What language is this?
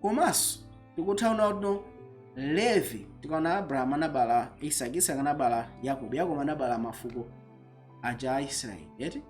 Nyanja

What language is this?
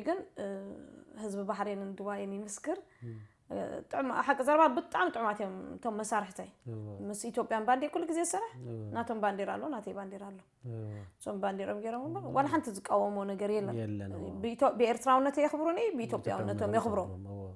Tigrinya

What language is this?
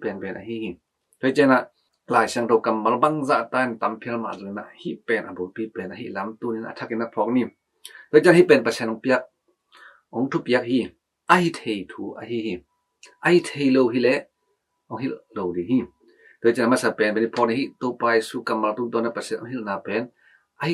Tedim Chin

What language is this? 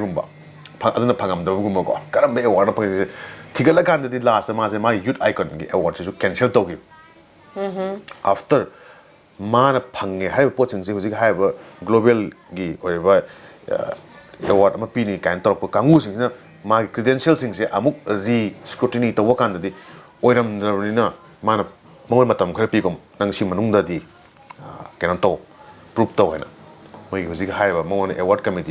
Manipuri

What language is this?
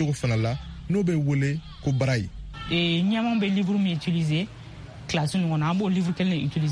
Bambara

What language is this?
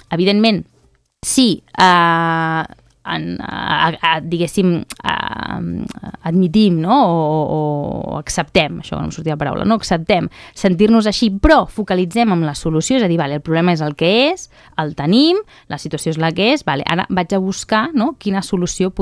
Catalan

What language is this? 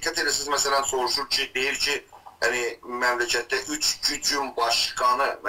South Azerbaijani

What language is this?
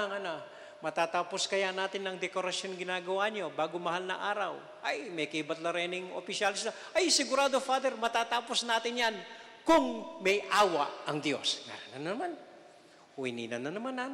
Pampanga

